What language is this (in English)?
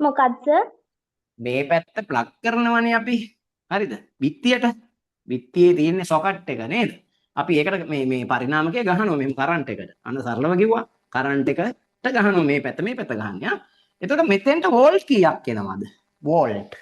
Sinhala